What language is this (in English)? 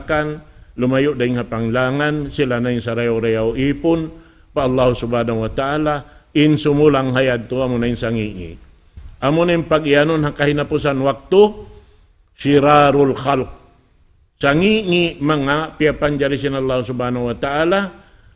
Tausug